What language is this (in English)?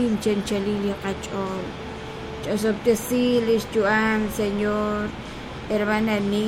Kekchí